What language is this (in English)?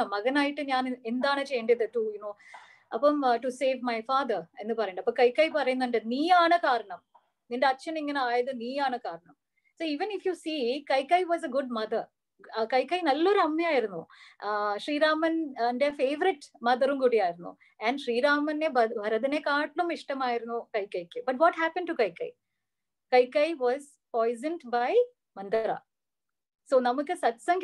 Malayalam